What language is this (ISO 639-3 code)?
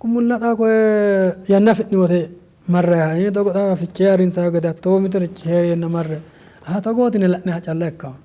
sid